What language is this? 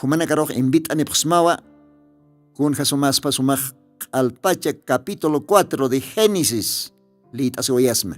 Aymara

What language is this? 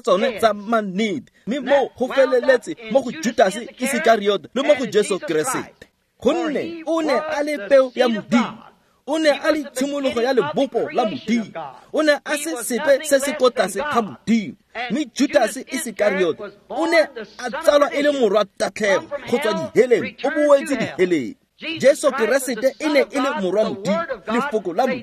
Tswana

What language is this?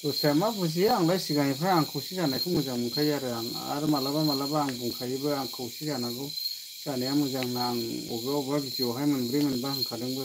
Bodo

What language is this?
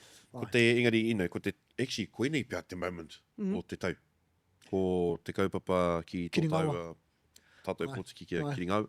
Māori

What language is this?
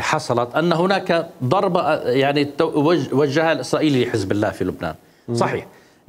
Mesopotamian Arabic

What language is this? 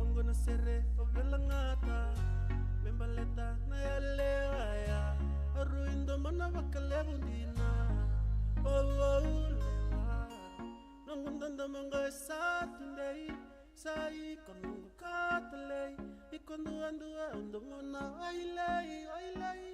Fijian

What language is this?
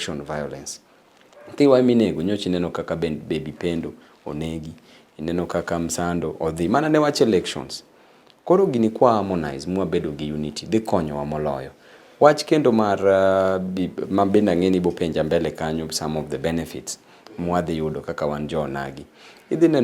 Luo (Kenya and Tanzania)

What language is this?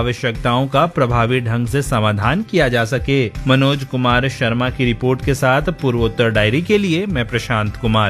Hindi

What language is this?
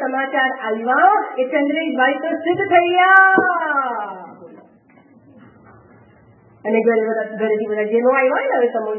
Gujarati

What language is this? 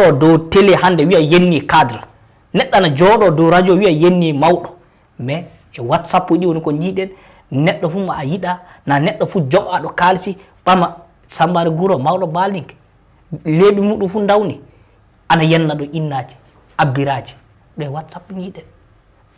Fula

